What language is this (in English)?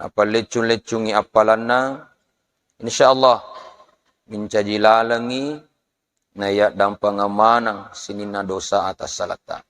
Buginese